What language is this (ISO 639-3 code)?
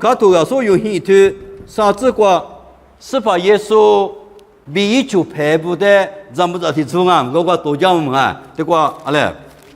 lis